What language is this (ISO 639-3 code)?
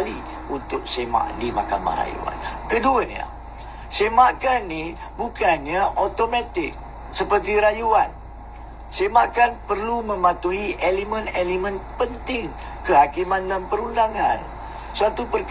msa